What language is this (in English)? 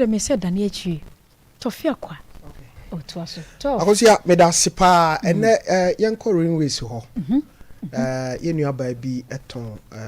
Akan